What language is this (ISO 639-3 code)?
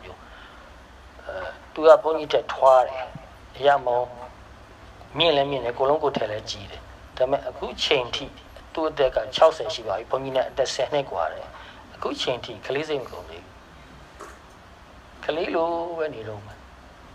mya